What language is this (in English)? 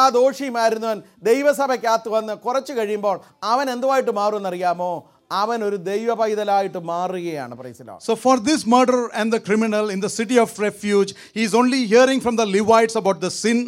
Malayalam